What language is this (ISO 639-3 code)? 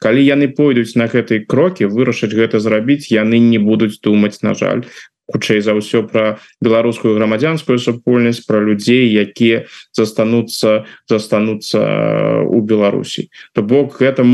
bel